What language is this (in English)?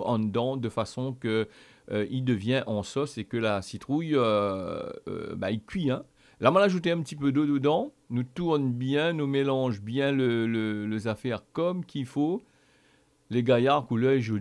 Réunion Creole French